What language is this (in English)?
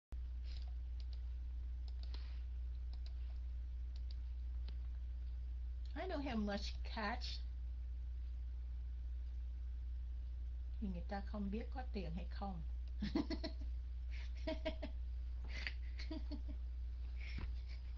Vietnamese